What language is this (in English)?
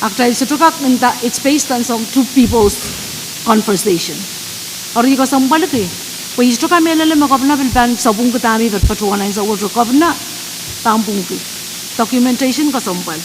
Pohnpeian